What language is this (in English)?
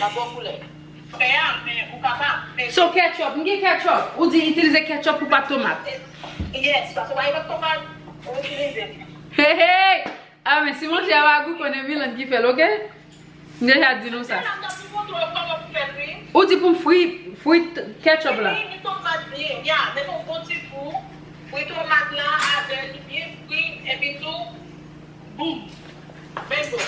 Haitian Creole